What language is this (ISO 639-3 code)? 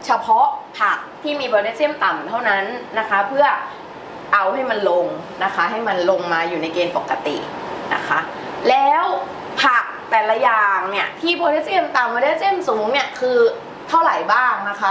tha